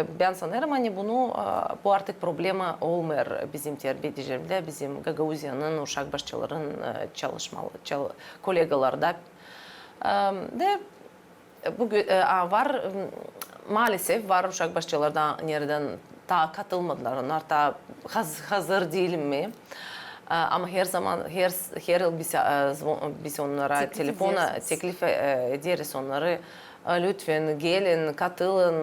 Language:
Gagauz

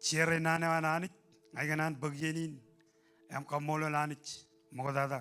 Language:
Marshallese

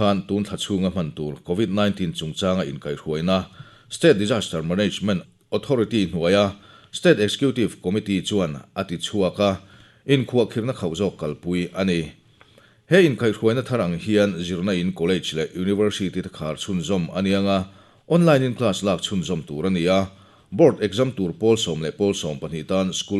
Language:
Mizo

